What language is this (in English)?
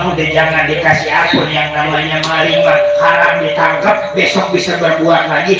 Betawi